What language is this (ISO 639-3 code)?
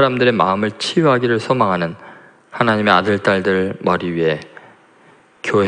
kor